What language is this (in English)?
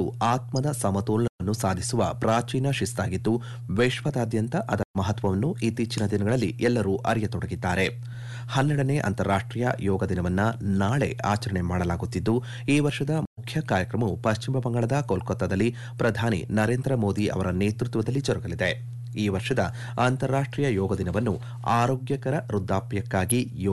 Kannada